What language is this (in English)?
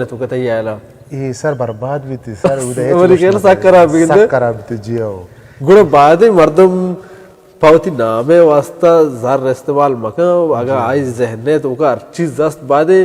Baluchi